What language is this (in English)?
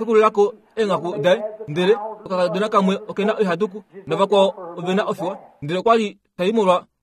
Kuanyama